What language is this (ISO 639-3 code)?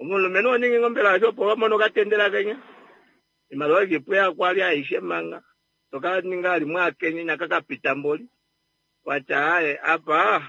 kua